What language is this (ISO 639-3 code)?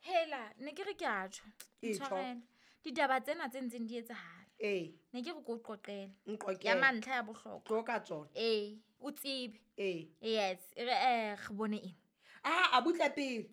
sot